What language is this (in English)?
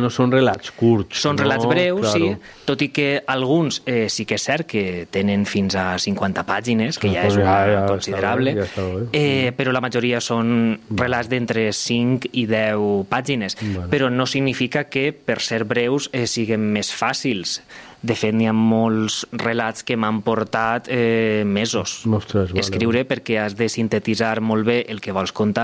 Catalan